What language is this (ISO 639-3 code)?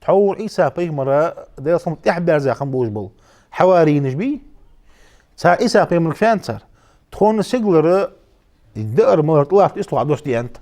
inh